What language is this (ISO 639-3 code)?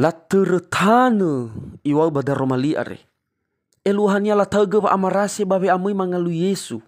nia